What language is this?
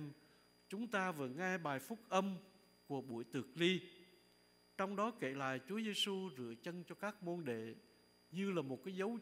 Vietnamese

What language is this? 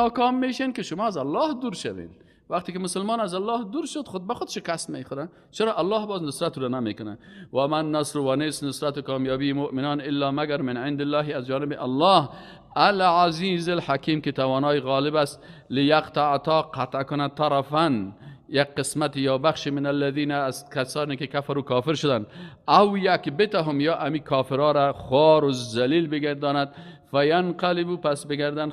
Persian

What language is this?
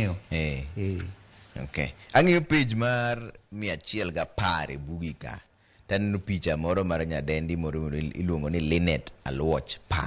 Luo (Kenya and Tanzania)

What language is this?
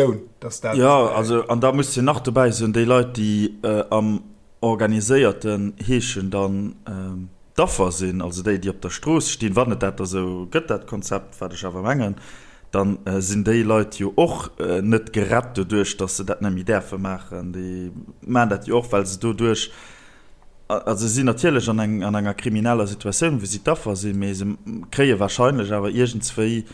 Luxembourgish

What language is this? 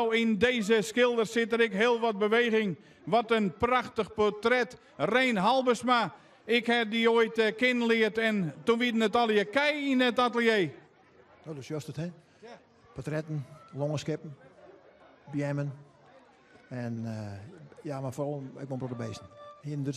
Western Frisian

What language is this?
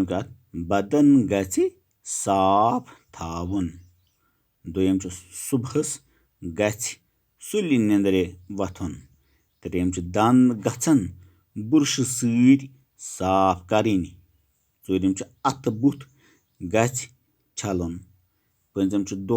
Kashmiri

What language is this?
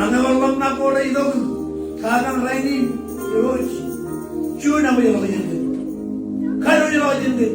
Marshallese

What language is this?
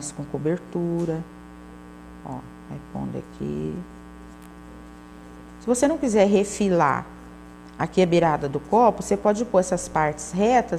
Portuguese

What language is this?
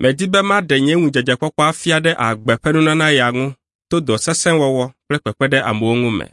Ewe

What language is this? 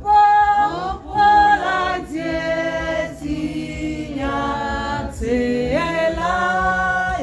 Tswana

